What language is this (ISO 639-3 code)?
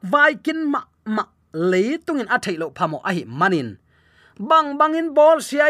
ctd